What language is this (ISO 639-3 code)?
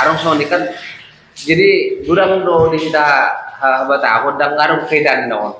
bbc